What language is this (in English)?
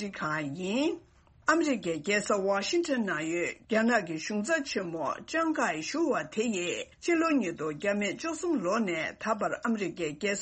Tibetan